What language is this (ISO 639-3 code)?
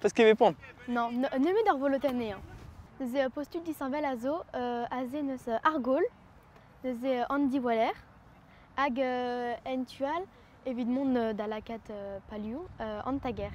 bre